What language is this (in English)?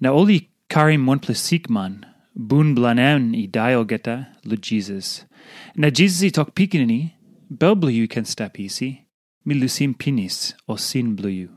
Tok Pisin